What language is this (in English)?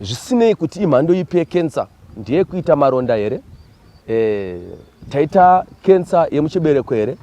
Shona